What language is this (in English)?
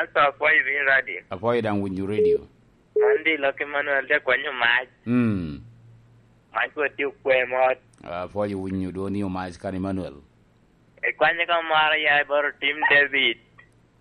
Lango (Uganda)